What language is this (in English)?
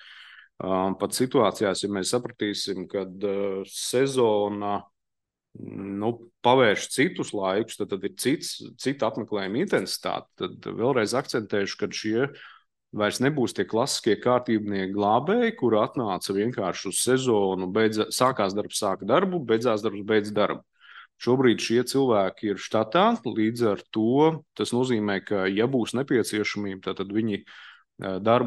Latvian